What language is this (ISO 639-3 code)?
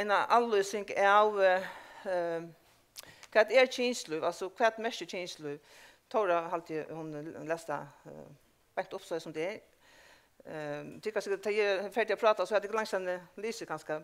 fao